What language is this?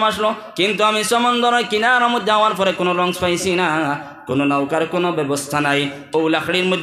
Sylheti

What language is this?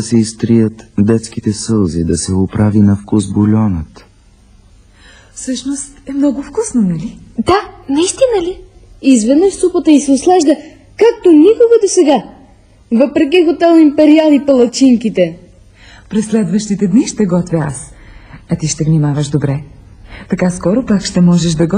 Bulgarian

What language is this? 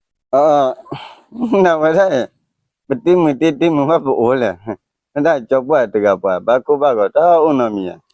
S'gaw Karen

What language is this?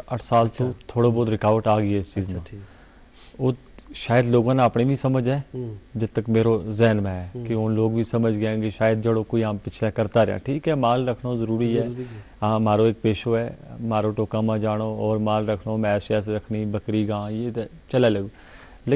Gujari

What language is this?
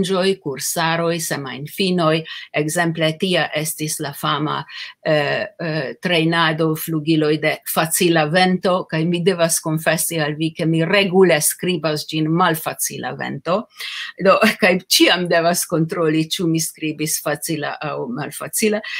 Esperanto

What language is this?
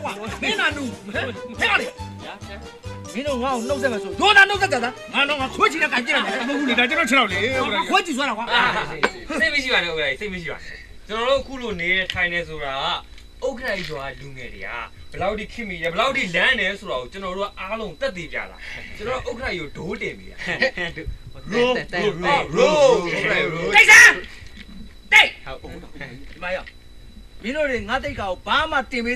Burmese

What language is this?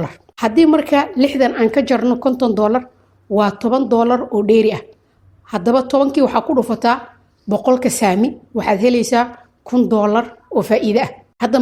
Somali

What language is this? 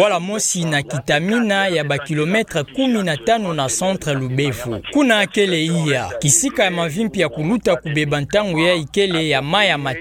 Kituba (Democratic Republic of Congo)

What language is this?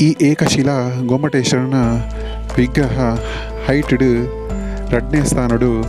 Tulu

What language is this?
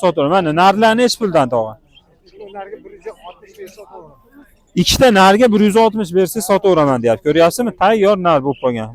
Uzbek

